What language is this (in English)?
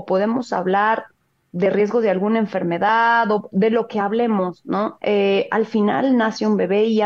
Spanish